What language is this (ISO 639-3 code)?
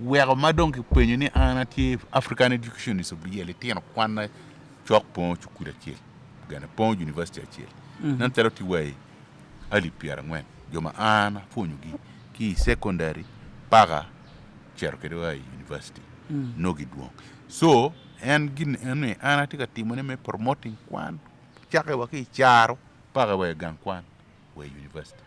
ach